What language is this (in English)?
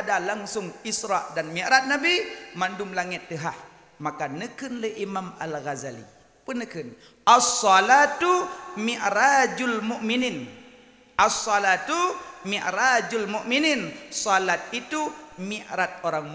Achinese